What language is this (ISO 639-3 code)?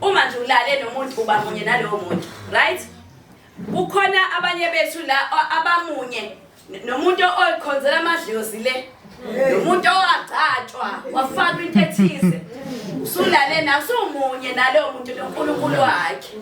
zul